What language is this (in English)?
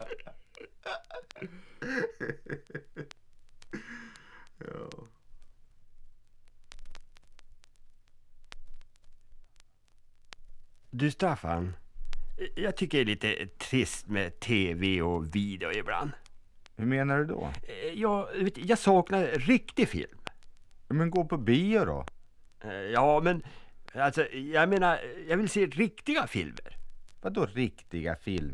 Swedish